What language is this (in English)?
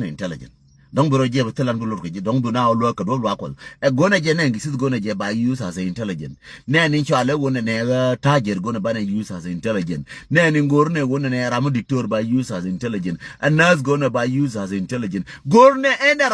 Nuer